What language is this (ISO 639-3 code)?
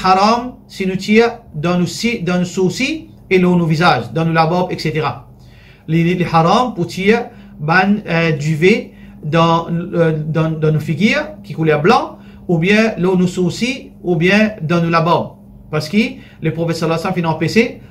mfe